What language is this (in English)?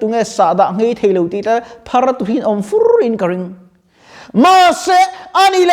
Mizo